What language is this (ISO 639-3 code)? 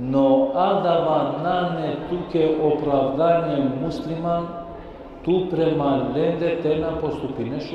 rmn